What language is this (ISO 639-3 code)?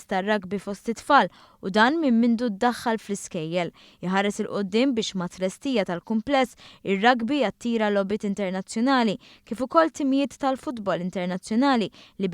mlt